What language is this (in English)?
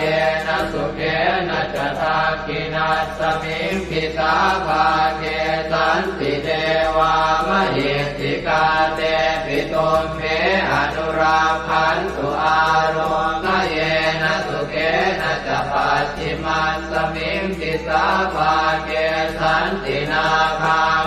Pali